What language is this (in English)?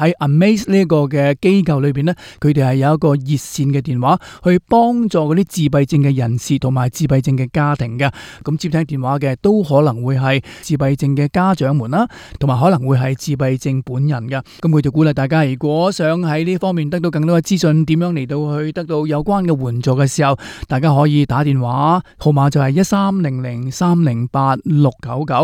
Cantonese